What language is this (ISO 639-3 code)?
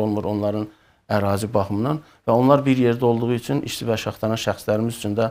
aze